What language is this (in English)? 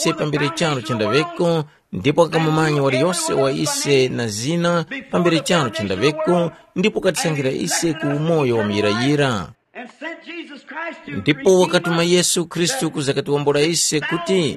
Tumbuka